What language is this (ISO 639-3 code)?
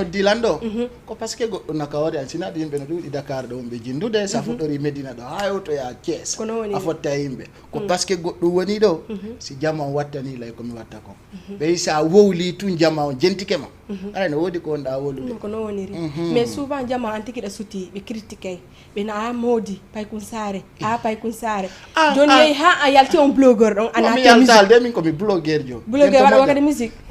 ful